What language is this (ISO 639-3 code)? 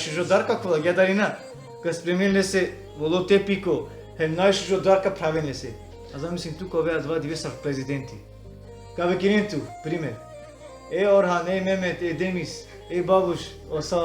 rmn